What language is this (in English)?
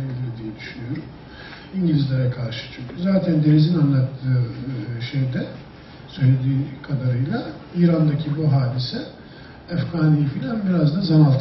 Turkish